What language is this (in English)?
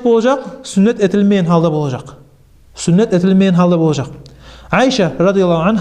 Kumyk